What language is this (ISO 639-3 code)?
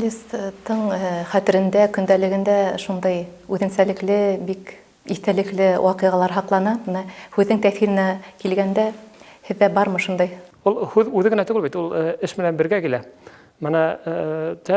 bak